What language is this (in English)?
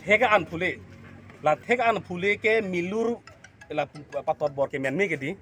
Karbi